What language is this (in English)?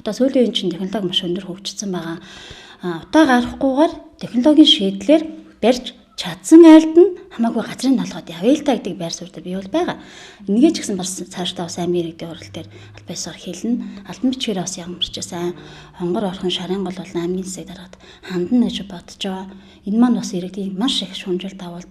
Mongolian